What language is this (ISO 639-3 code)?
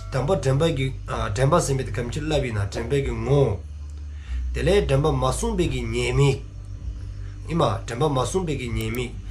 dzo